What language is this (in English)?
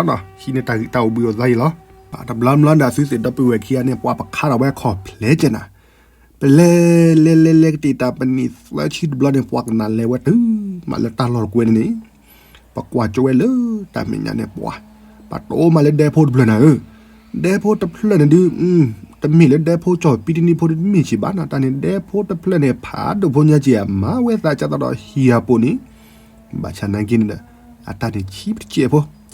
S'gaw Karen